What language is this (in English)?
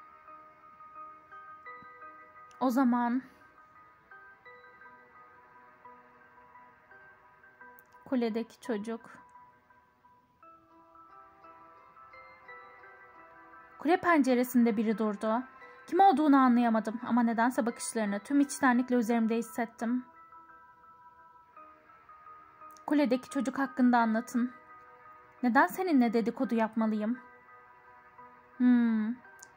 Turkish